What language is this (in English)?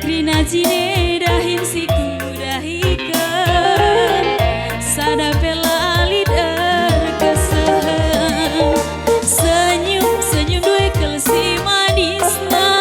Batak Karo